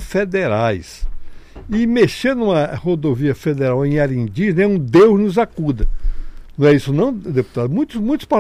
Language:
Portuguese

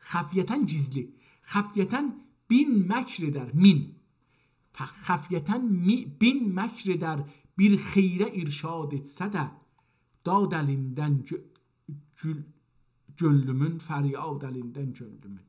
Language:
South Azerbaijani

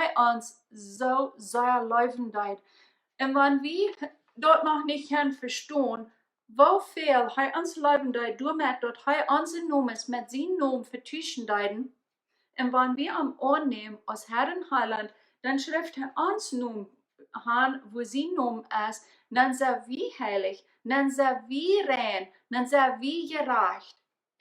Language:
Plautdietsch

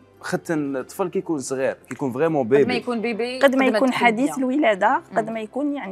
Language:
Algerian Arabic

